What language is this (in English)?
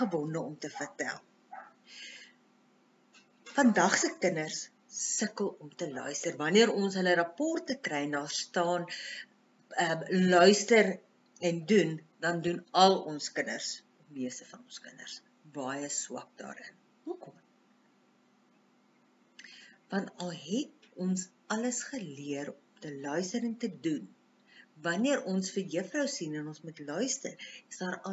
Afrikaans